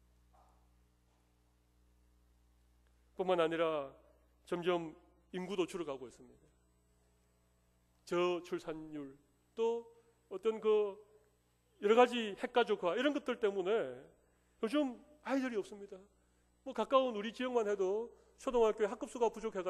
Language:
Korean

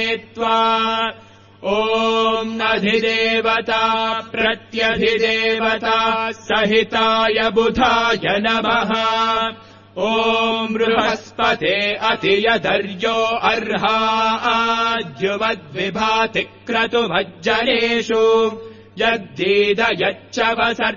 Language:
Sanskrit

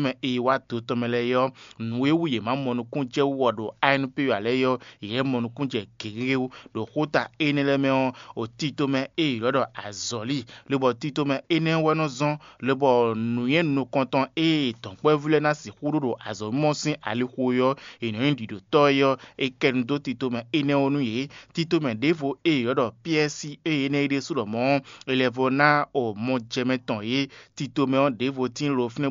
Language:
Fon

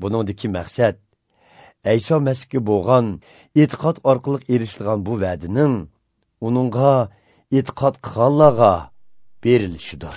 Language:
Uyghur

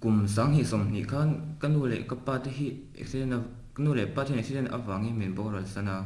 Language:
Mizo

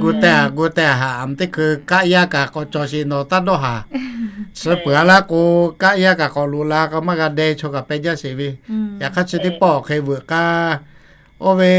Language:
Lahu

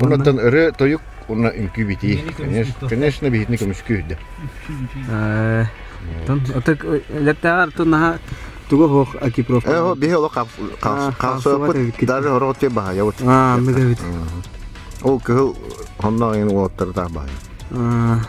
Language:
Yakut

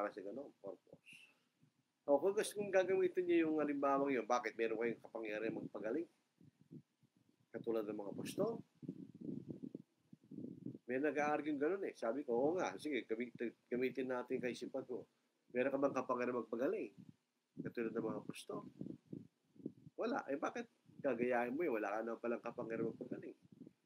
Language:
Filipino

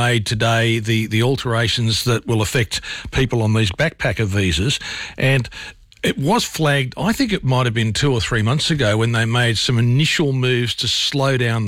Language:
English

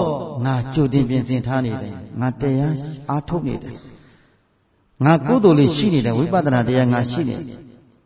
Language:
Burmese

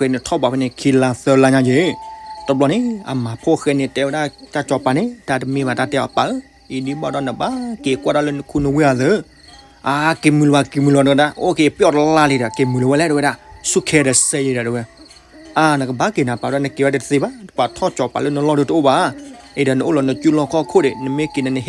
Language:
S'gaw Karen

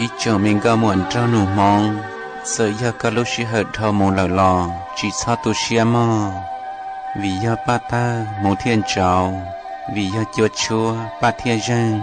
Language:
Hmong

